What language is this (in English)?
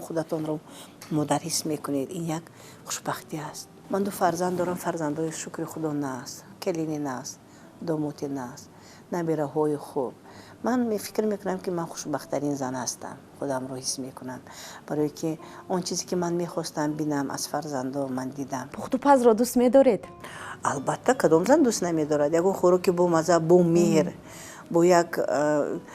Tajik